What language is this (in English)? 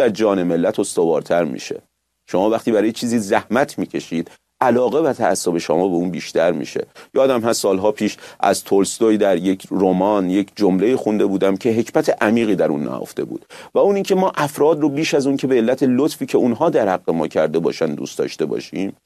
Persian